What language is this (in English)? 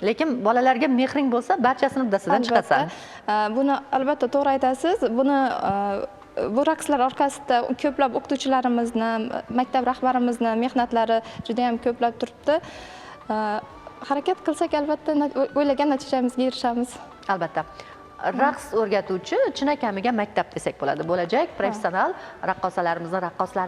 Uzbek